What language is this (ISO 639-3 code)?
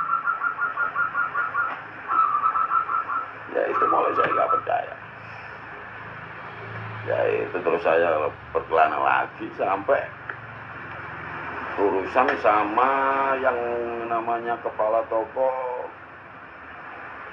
ind